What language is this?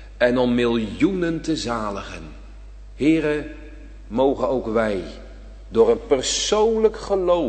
Dutch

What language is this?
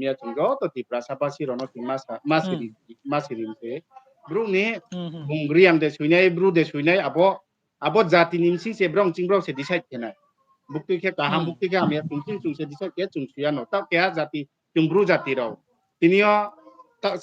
Riang (India)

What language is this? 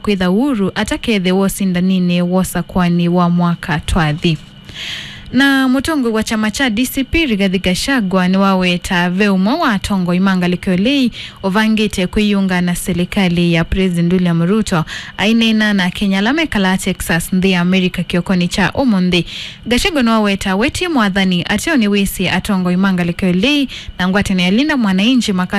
Kamba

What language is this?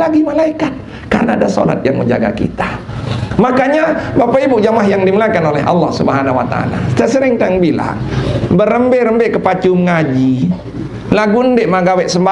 Sasak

